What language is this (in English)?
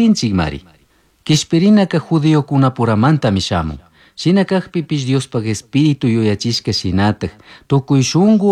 Chimborazo Highland Quichua